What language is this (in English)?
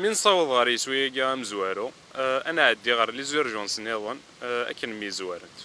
Kabyle